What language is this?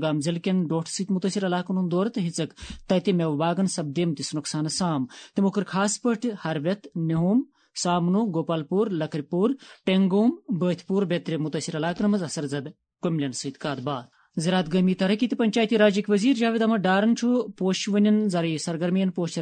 Kashmiri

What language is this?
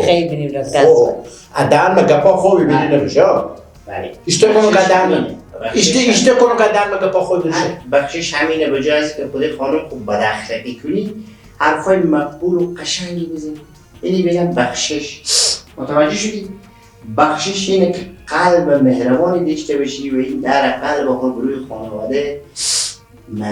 Persian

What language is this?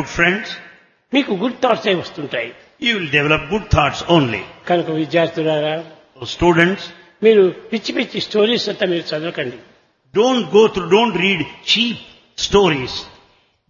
Telugu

